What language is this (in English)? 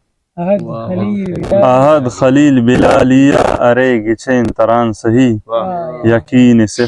Brahui